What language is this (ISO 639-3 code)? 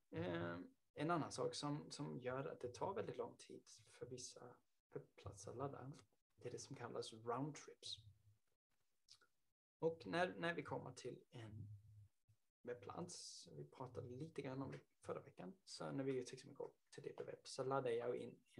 swe